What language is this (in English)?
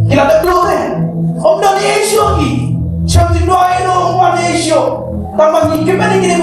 Khasi